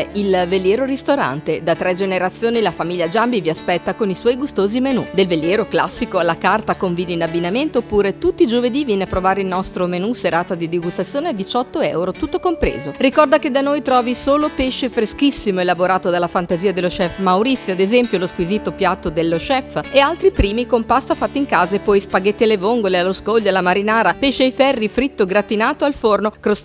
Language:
Italian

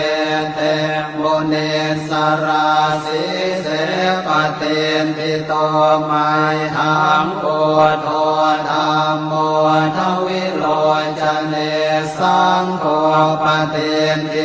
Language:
Pali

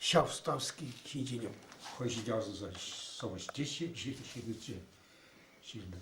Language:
Chuvash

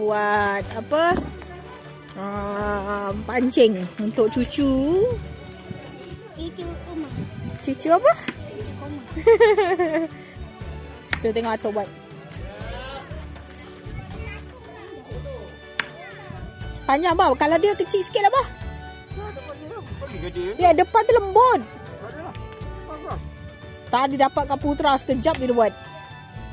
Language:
Malay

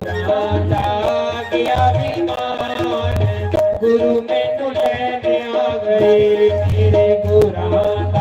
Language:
Dogri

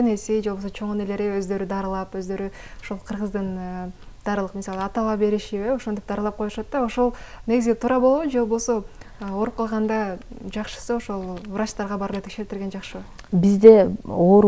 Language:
Kyrgyz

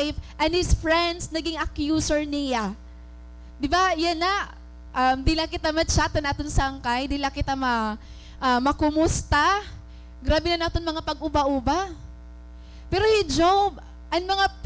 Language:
Waray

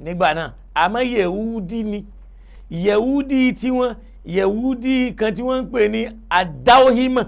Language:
Yoruba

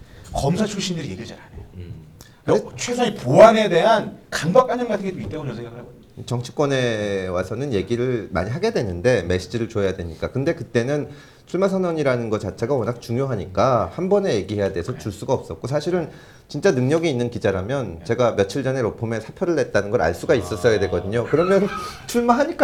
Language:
Korean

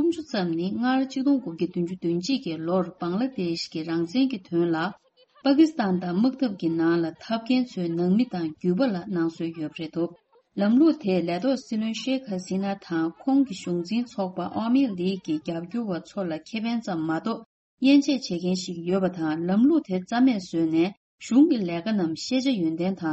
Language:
Tibetan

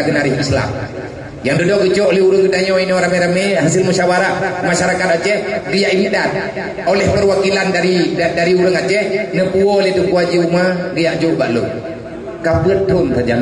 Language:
Achinese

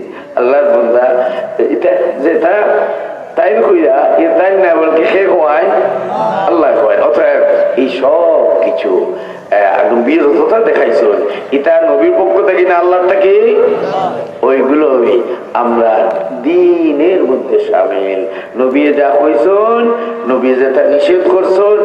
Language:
Sylheti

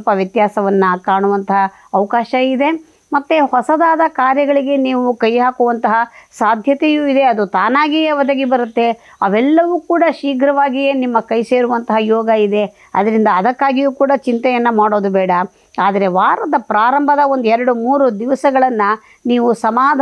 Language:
Kannada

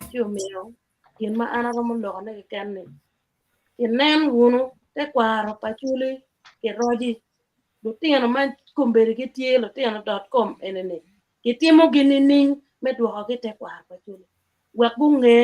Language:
Acoli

